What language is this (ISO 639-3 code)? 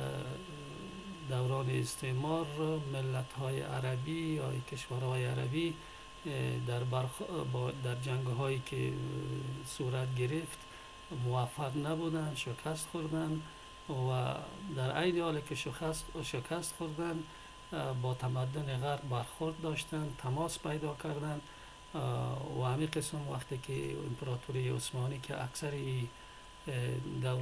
fas